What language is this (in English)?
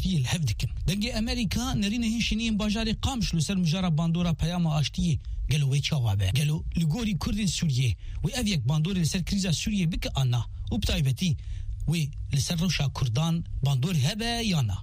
Kurdish